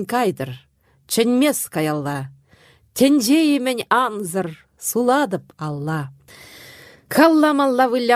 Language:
Chuvash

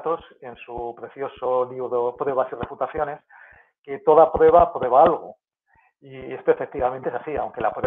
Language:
Spanish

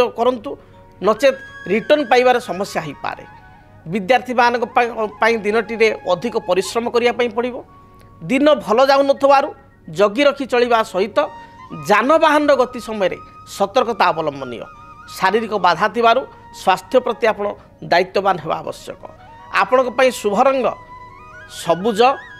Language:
Odia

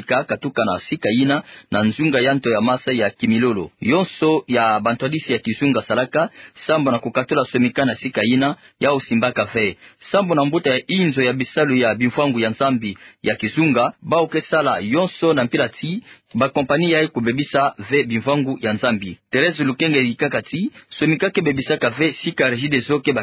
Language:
Kituba (Democratic Republic of Congo)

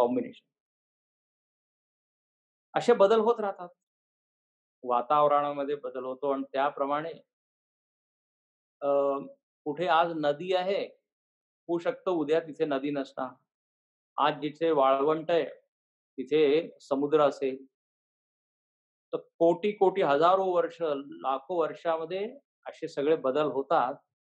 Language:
Marathi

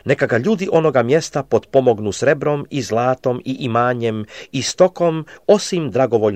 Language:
Croatian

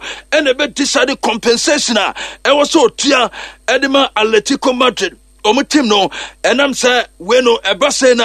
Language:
Akan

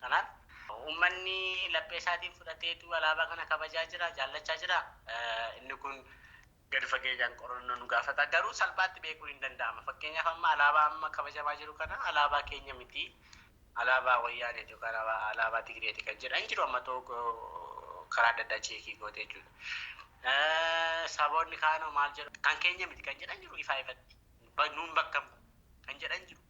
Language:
Oromo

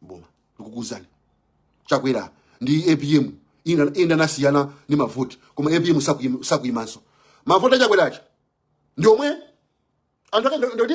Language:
Nyanja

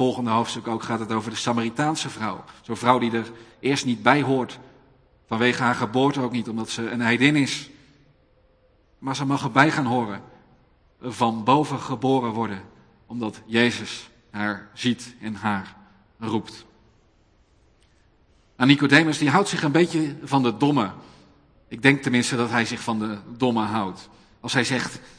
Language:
Dutch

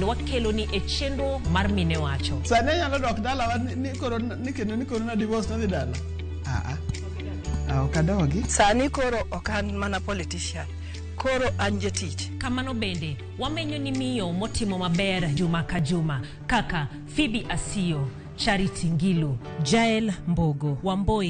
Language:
Luo (Kenya and Tanzania)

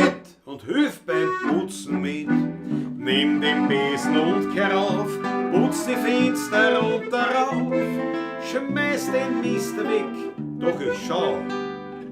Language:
Bavarian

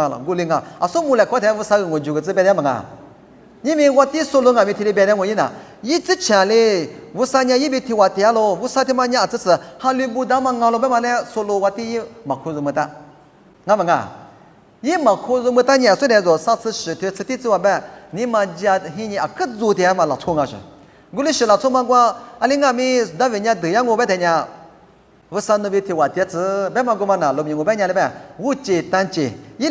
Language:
Lisu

